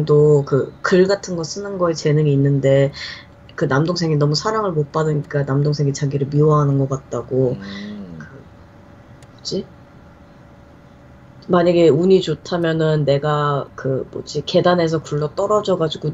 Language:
Korean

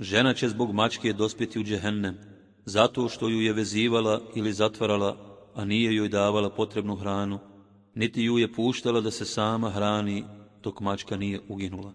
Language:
Bosnian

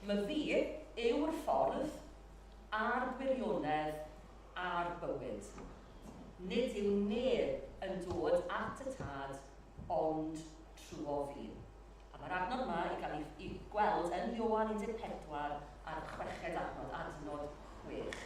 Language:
Welsh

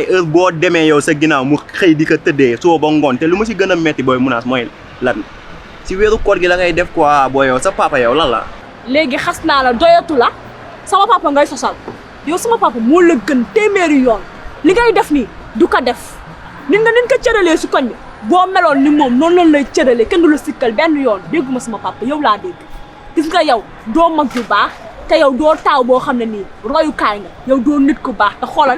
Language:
Wolof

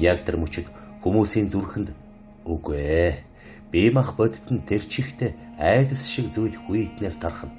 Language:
Mongolian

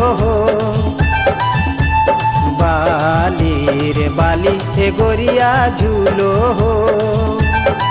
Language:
Bhojpuri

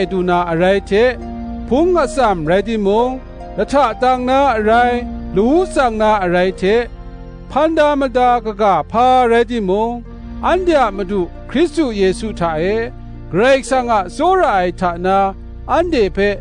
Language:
Kachin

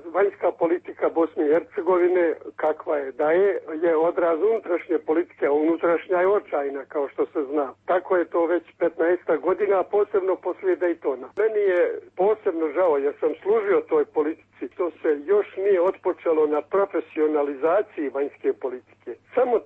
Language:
Serbian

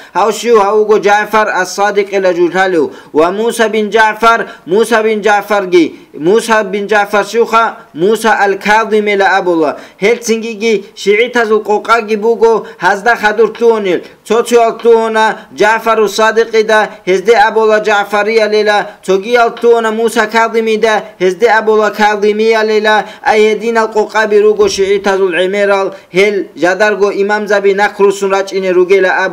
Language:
Avaric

